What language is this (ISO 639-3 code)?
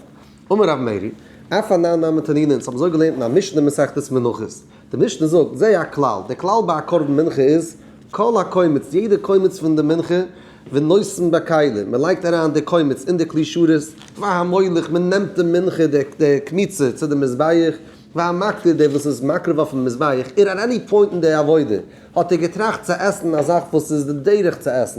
yid